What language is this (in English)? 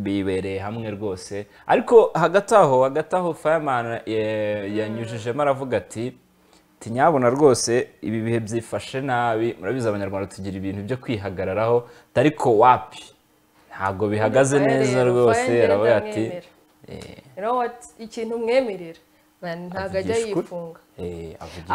Kinyarwanda